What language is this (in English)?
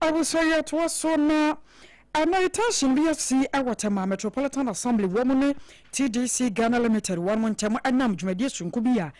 Akan